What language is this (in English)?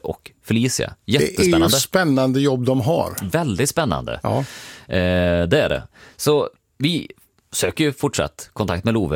Swedish